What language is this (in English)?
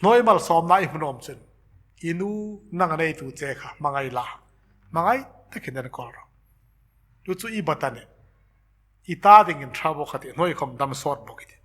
Hmar